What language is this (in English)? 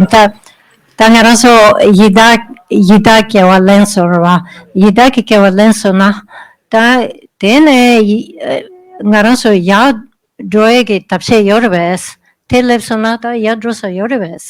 Tibetan